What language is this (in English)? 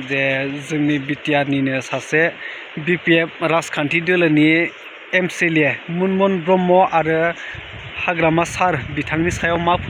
Bodo